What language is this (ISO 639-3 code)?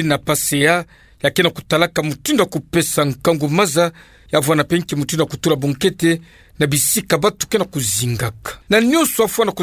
ktu